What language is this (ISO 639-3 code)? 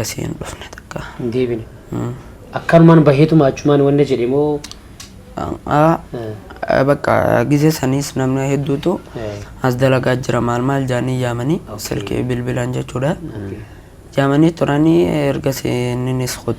orm